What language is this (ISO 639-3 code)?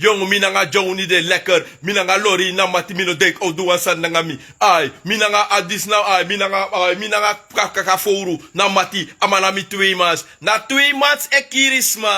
srn